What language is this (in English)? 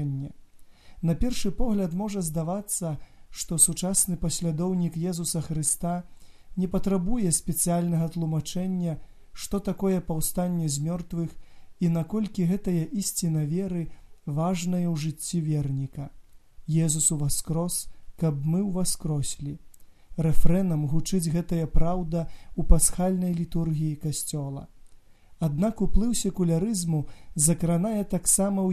Belarusian